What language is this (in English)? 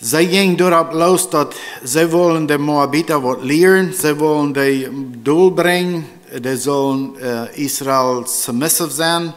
Plautdietsch